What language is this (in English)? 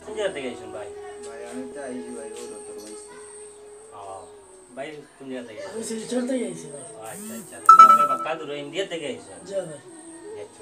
Sylheti